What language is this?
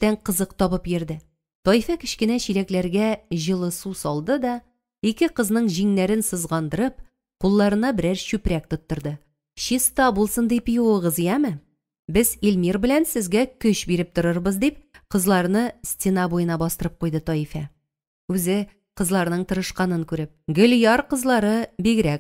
Tatar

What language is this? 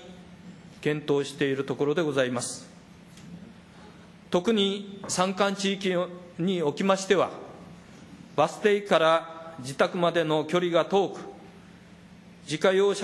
Japanese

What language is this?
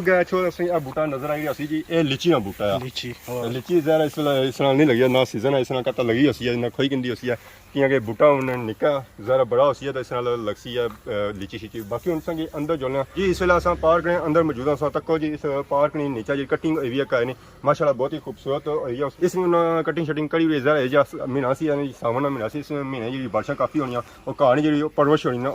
Pahari-Potwari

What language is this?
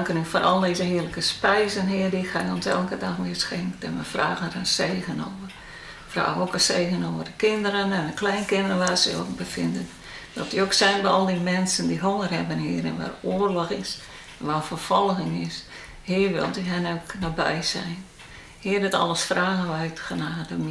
Western Frisian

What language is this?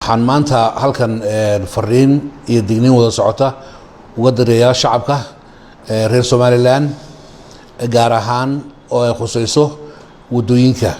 Somali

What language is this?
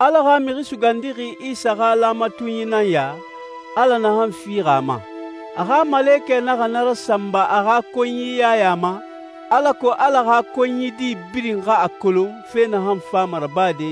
Susu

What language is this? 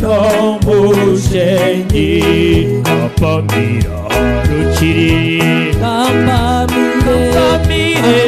Nyankole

